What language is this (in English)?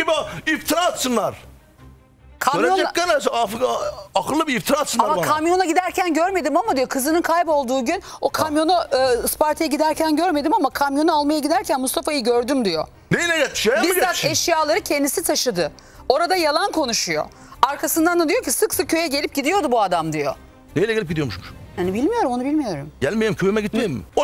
Turkish